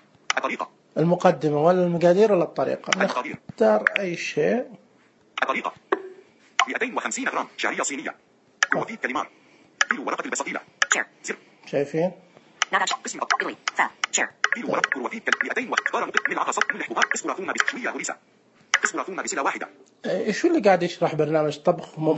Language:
Najdi Arabic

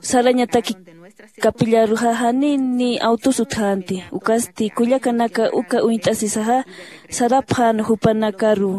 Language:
Aymara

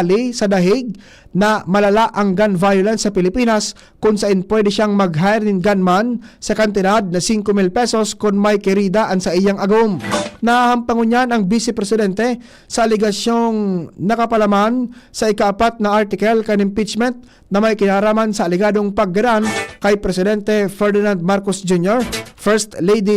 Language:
Bikol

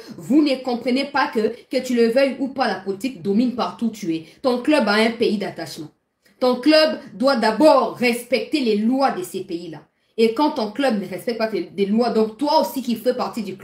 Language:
French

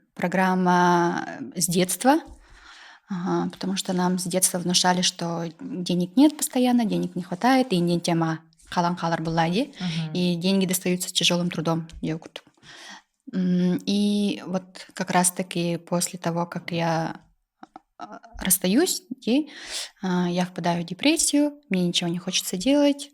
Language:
Yakut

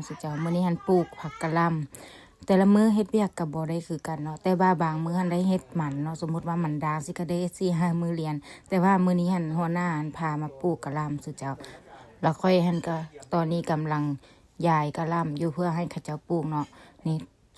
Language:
Lao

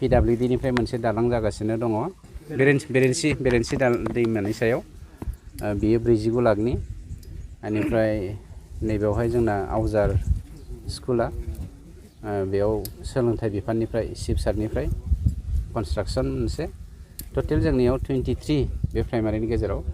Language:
Bodo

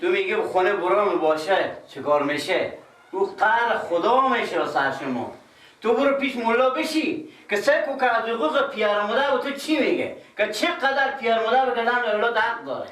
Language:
Persian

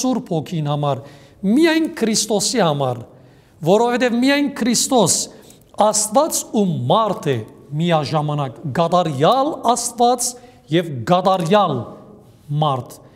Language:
Western Armenian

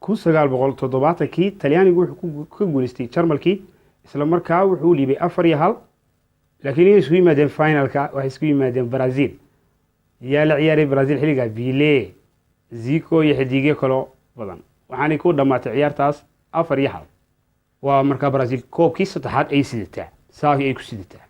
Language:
Somali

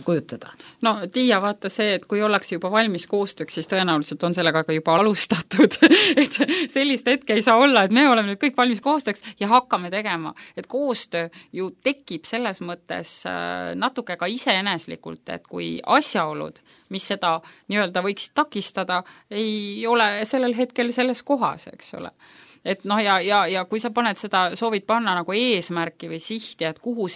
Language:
Estonian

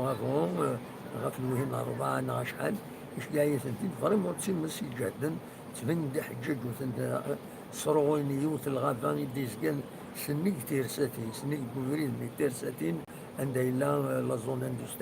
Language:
Kabyle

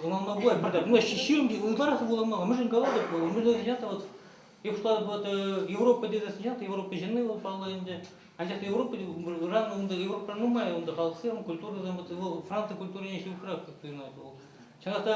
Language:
Chuvash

